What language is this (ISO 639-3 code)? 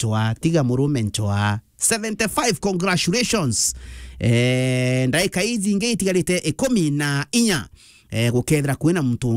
mer